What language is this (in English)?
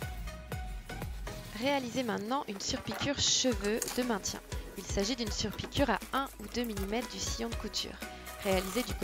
French